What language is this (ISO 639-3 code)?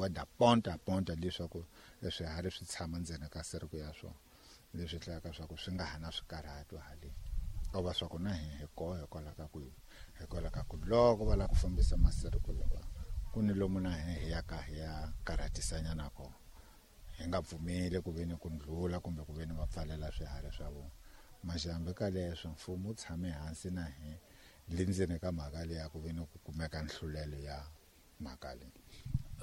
tso